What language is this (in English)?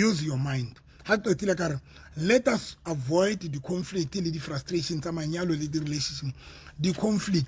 Southern Sotho